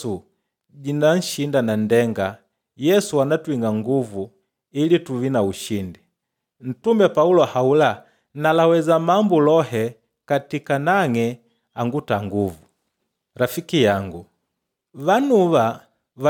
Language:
Makonde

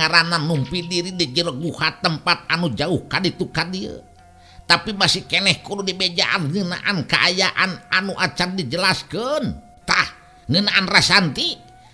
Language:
Sundanese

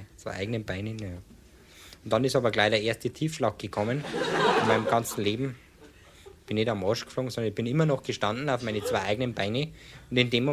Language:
Bavarian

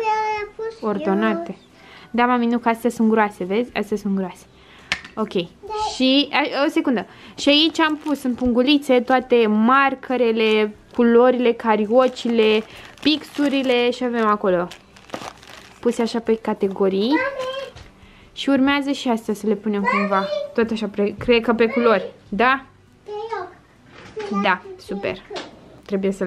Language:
Romanian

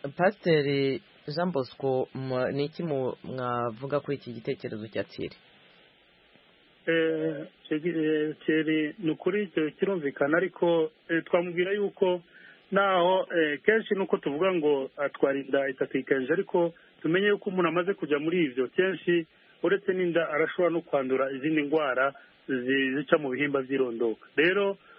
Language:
Kinyarwanda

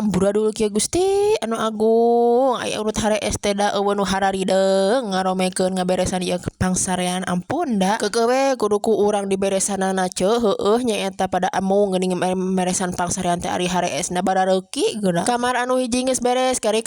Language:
Sundanese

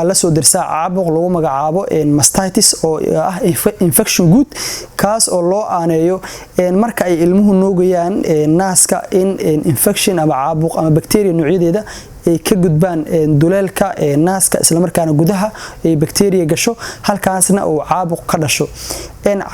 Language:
Somali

